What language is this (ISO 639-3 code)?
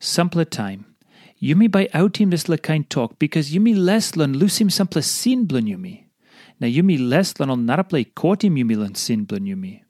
tpi